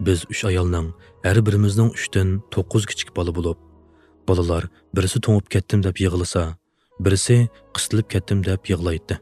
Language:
Uyghur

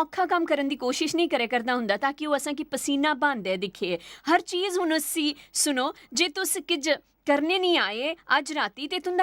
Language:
Dogri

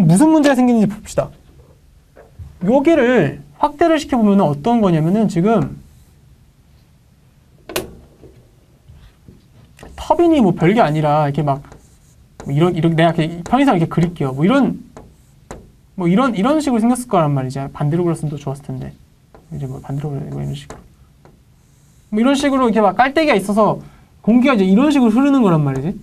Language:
Korean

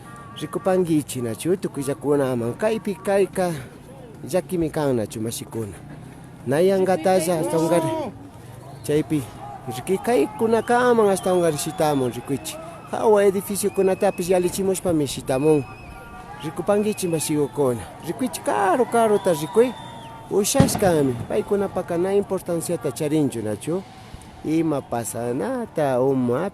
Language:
Imbabura Highland Quichua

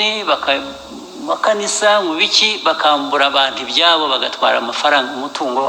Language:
Kinyarwanda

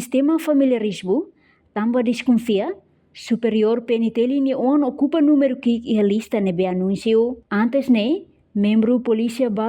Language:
Tetum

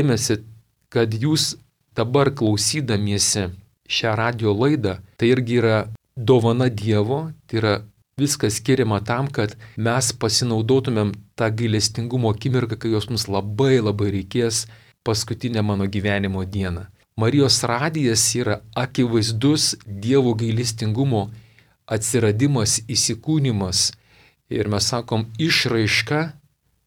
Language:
Lithuanian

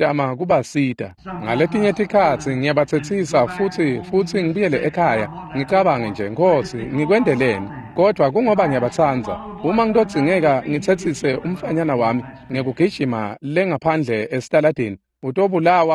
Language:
Swati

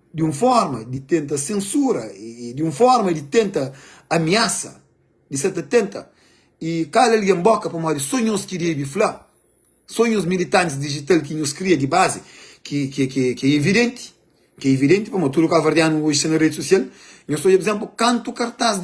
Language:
Kabuverdianu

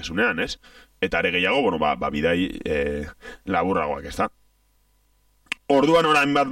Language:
Basque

